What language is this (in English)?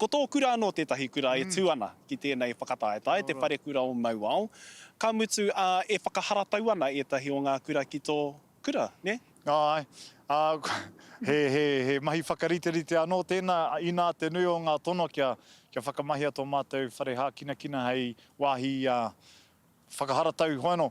Māori